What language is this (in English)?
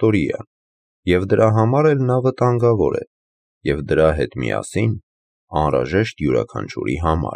Armenian